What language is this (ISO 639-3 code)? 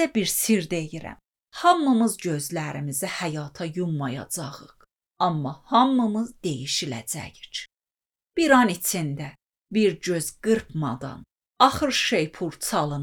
aze